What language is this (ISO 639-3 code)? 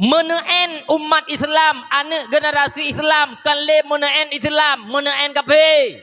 ace